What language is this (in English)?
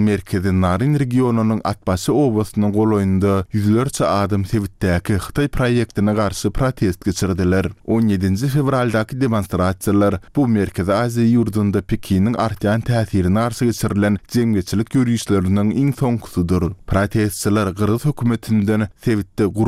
Turkmen